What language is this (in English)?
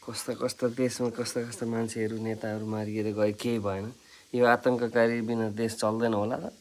Nepali